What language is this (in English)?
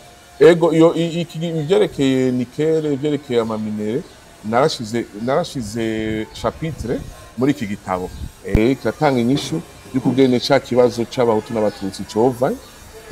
Rundi